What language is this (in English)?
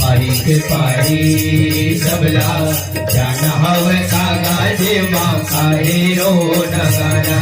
Chhattisgarhi